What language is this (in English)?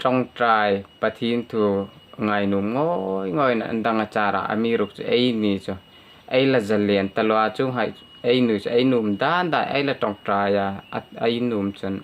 Hmar